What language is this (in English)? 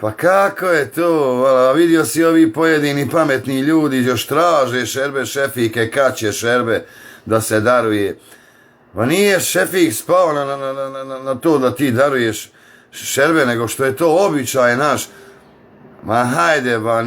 Bosnian